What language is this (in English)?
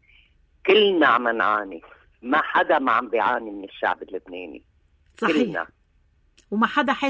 North Levantine Arabic